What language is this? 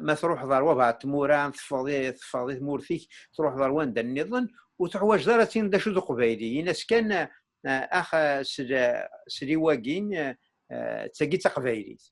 Kabyle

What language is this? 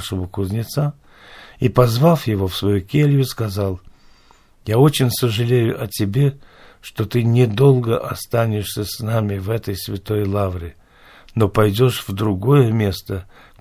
Russian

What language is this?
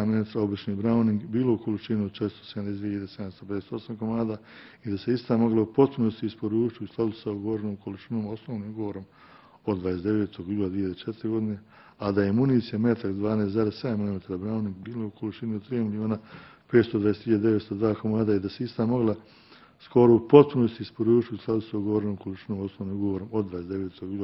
Bosnian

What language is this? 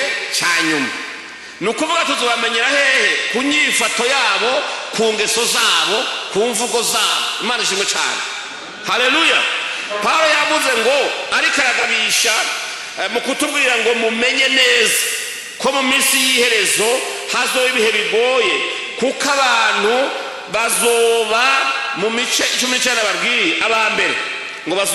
Rundi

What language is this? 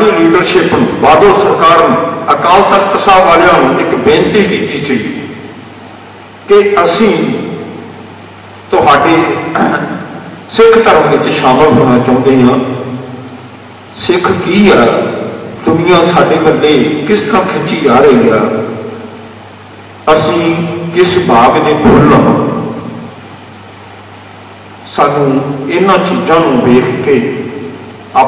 Punjabi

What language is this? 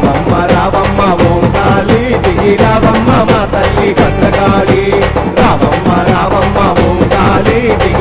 Telugu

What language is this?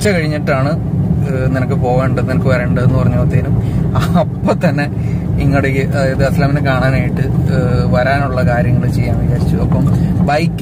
Malayalam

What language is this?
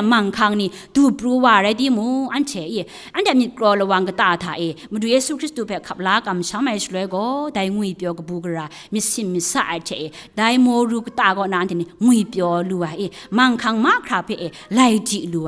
Kachin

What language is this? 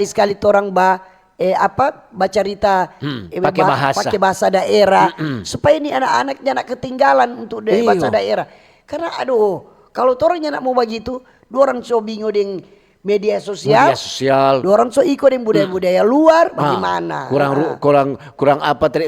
Manado Malay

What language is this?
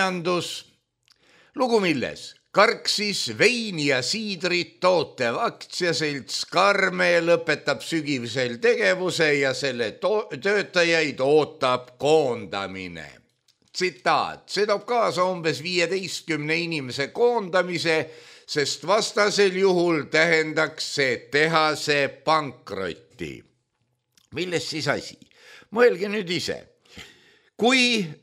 Estonian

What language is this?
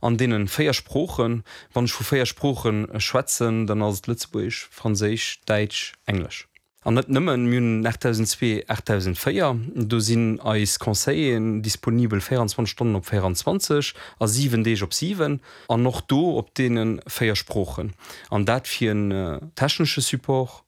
Luxembourgish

